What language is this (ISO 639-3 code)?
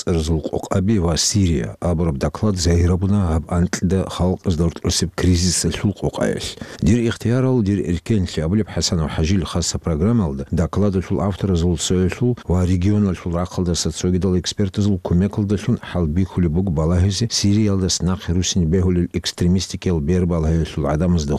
ava